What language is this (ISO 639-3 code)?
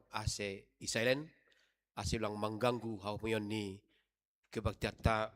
bts